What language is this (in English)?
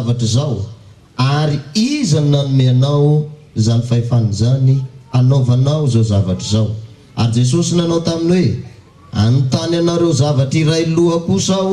Malagasy